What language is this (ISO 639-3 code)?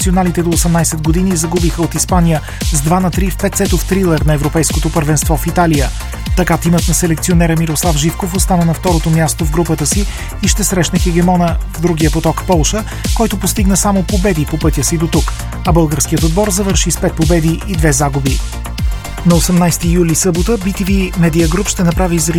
bul